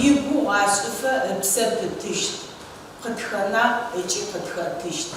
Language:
Adyghe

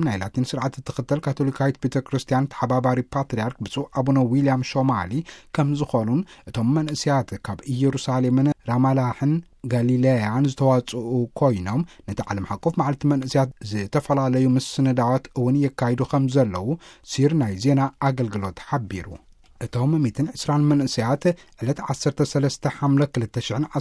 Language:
Tigrinya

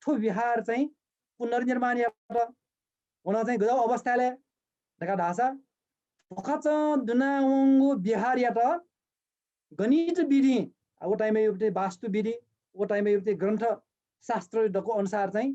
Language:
Newari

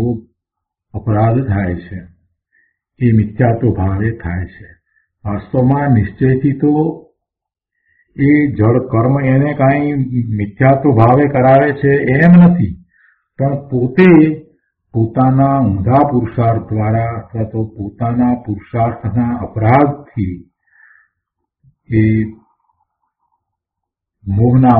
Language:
Gujarati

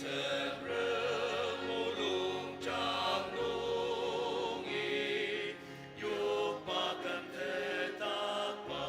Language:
Ao Naga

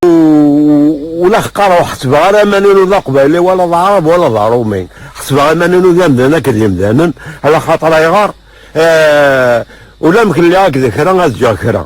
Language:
Kabyle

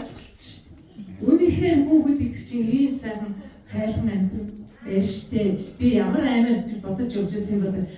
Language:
Mongolian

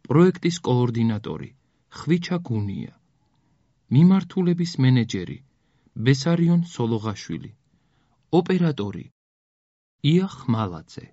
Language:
Georgian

